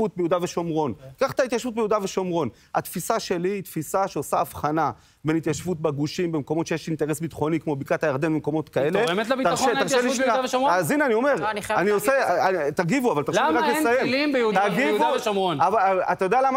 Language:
Hebrew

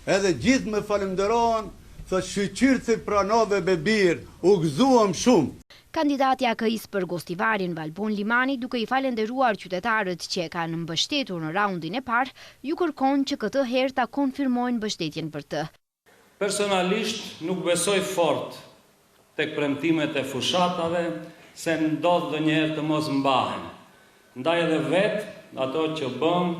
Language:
Albanian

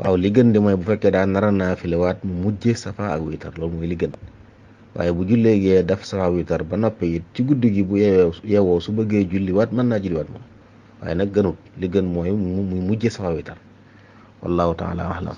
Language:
Wolof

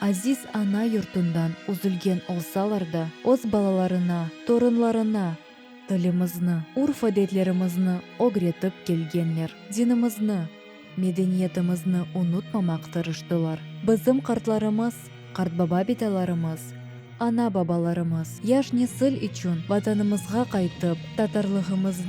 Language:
Crimean Tatar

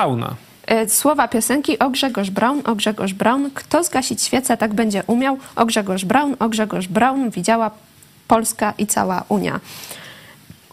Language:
Polish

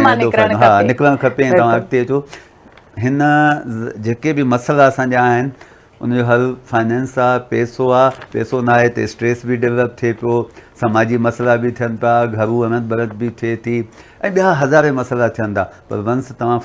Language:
Sindhi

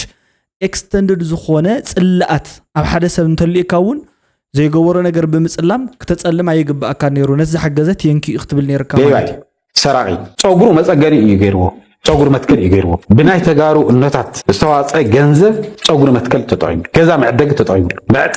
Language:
Tigrinya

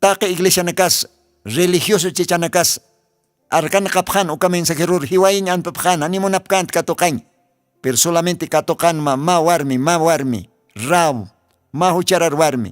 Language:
Aymara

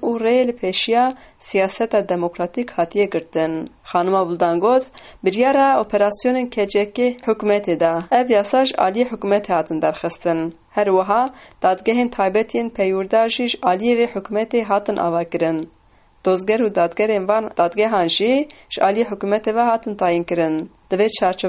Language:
Kurdish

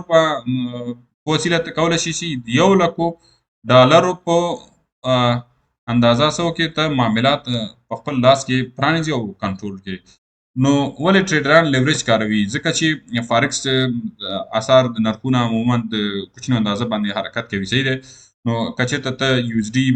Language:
Pashto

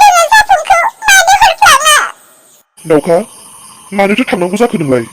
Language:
Bodo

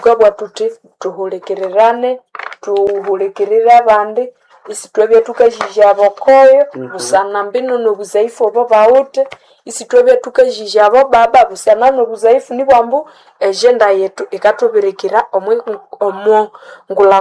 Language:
Nande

